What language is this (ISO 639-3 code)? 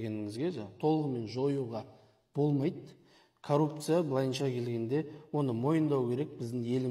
kaz